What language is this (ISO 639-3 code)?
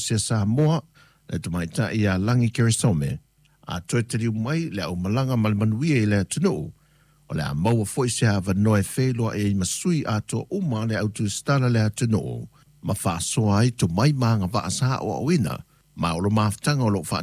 smo